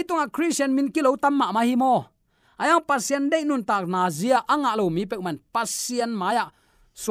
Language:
Tedim Chin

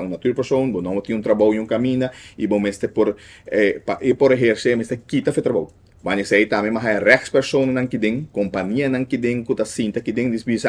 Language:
Papiamento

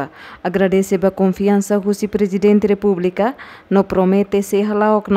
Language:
Tetum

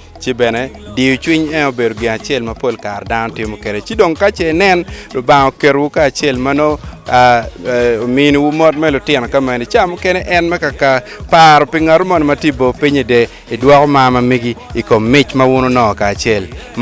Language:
Acoli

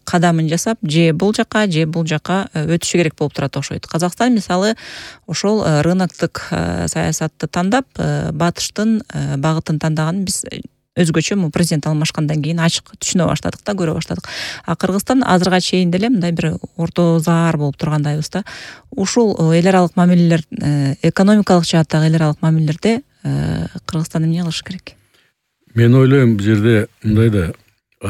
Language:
Kyrgyz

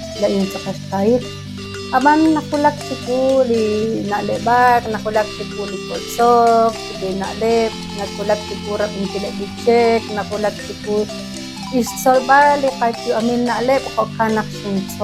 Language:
Kekchí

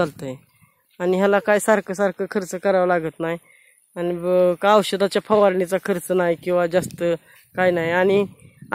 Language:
Marathi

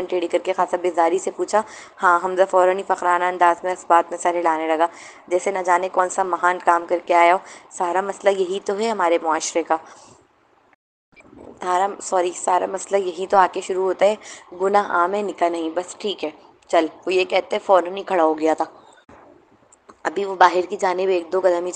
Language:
Urdu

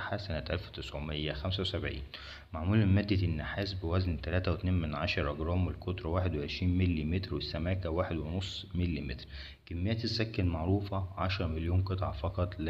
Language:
Egyptian Arabic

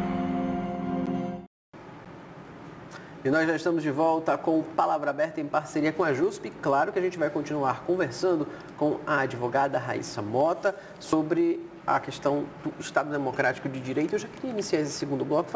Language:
Portuguese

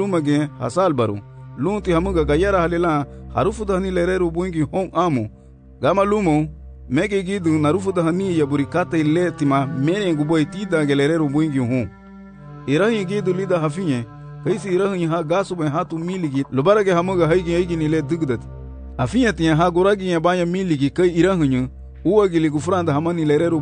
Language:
Garifuna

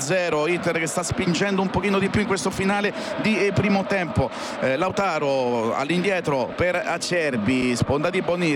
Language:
Italian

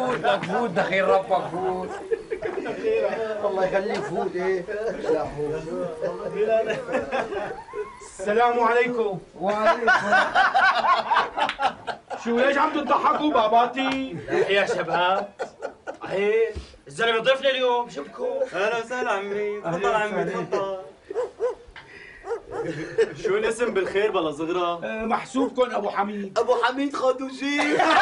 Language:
North Levantine Arabic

